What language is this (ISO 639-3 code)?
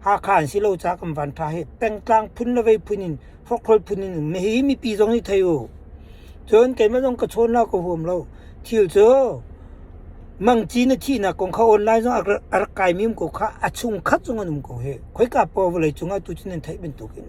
cnh